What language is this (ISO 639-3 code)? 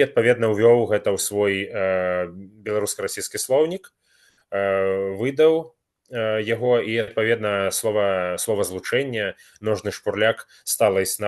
bel